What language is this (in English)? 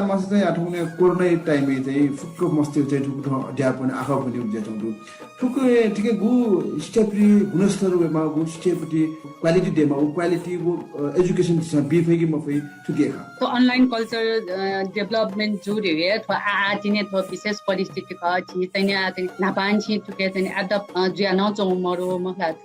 Newari